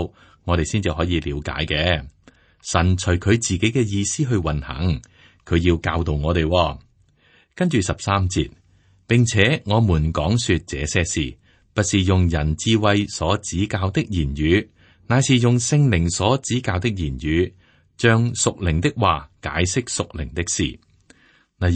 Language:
Cantonese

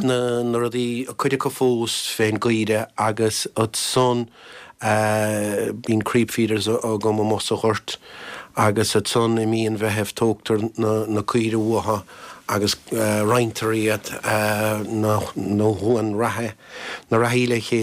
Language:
Irish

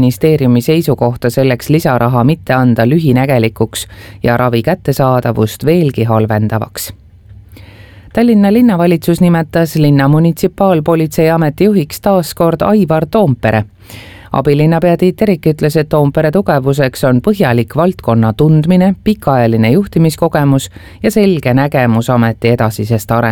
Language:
Estonian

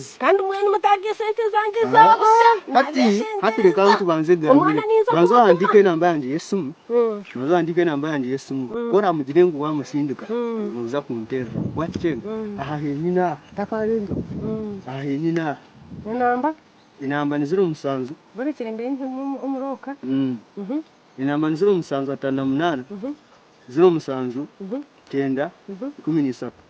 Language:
Nyankole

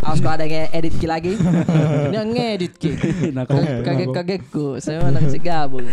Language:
Makassar Malay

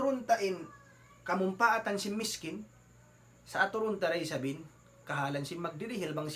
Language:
Tausug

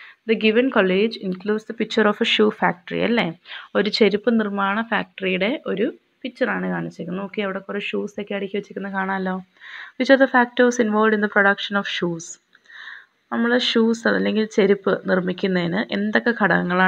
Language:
Malayalam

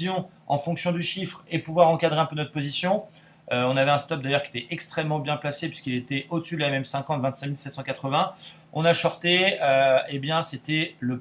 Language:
French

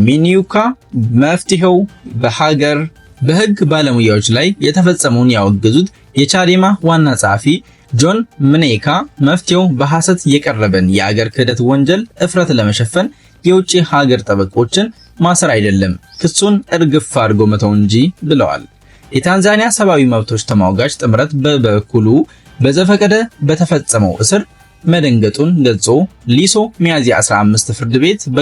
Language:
Amharic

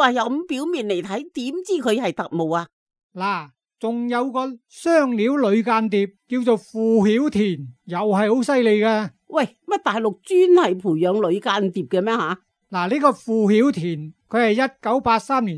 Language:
Cantonese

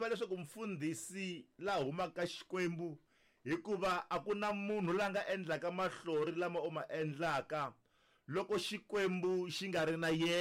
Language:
Tsonga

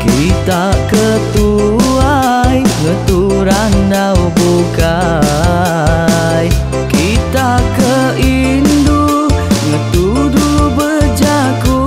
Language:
Iban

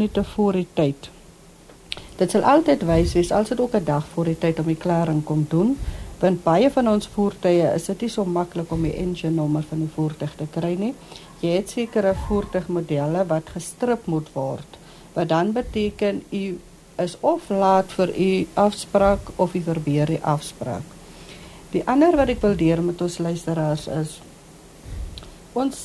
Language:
Afrikaans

